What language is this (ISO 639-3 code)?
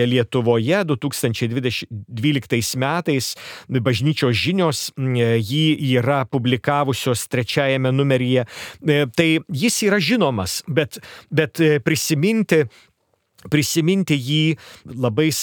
lit